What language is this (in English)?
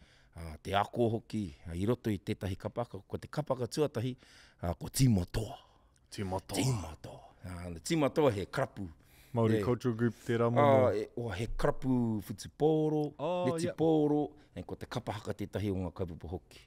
Māori